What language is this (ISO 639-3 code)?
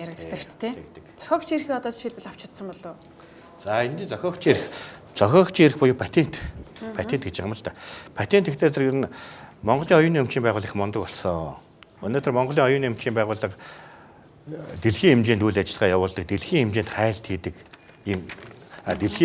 mon